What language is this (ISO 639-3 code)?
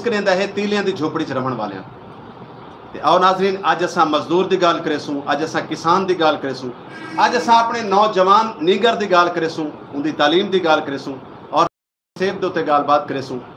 skr